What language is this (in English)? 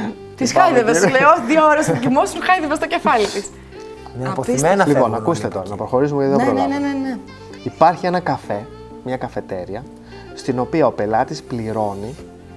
Greek